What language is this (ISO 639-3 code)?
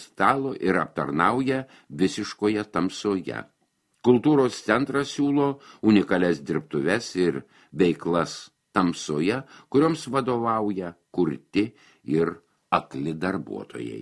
lit